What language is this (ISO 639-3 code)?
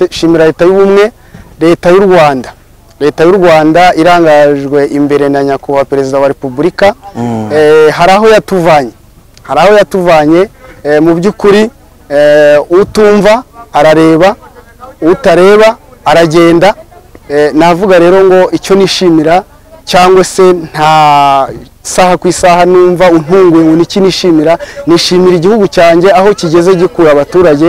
kin